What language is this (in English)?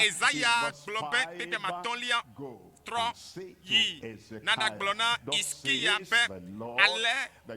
Ewe